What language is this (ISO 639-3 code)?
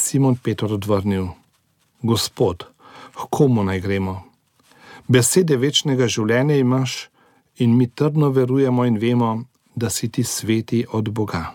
slv